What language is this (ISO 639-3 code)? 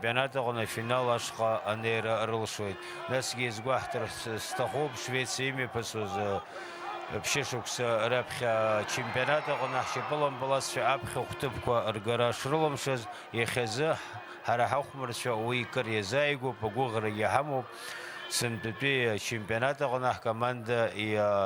abk